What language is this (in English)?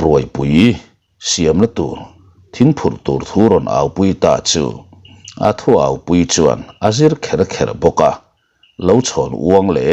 Mizo